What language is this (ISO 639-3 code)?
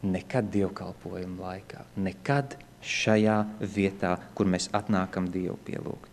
lav